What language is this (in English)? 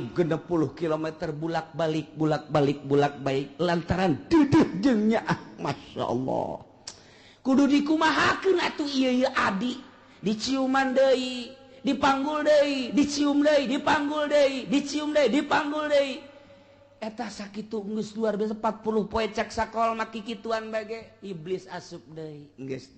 Sundanese